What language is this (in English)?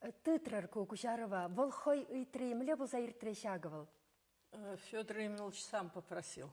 Chuvash